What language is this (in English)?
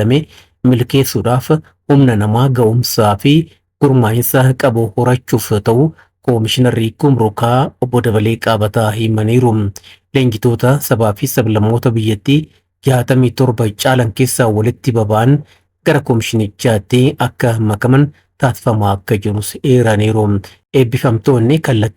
Oromo